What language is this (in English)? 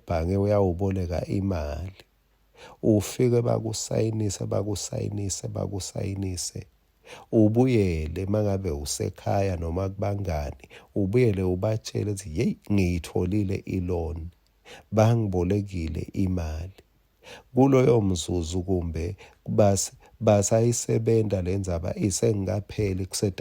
Swati